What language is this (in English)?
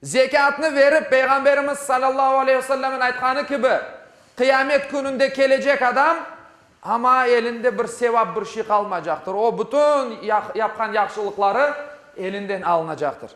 Crimean Tatar